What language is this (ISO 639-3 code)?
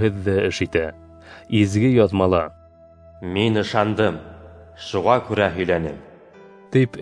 bak